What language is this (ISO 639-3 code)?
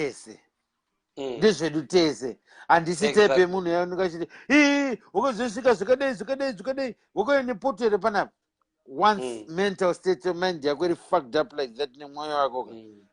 sna